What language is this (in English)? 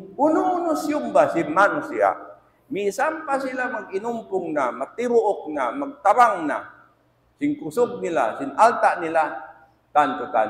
Tausug